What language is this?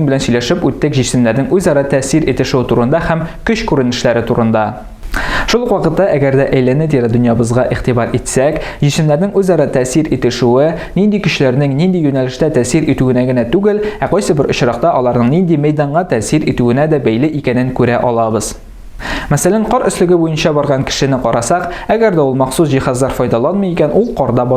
Tatar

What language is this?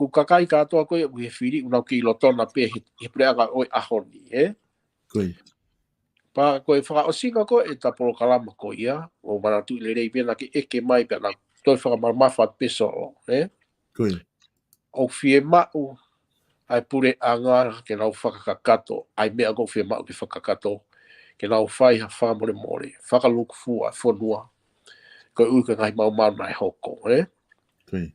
Tongan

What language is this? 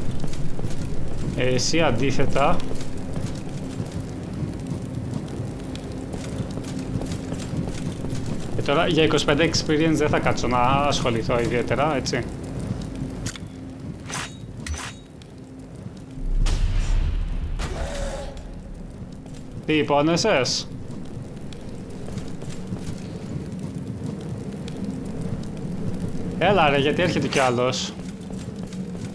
Greek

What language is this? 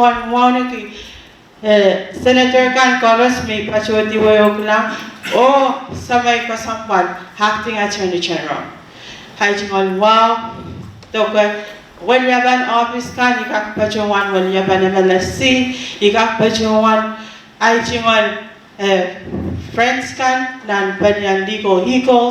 Pohnpeian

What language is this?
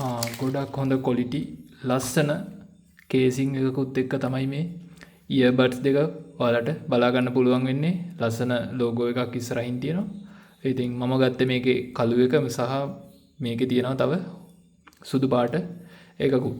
Sinhala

